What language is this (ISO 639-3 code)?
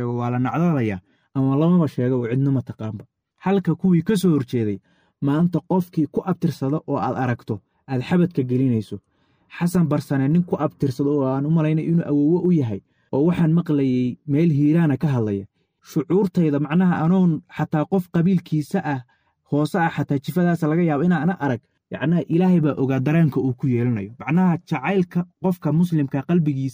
som